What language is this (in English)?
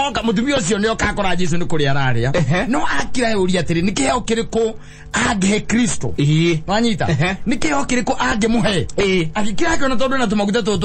Kikuyu